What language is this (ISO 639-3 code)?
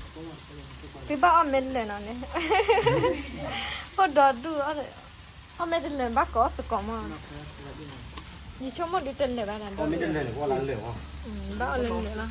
ksw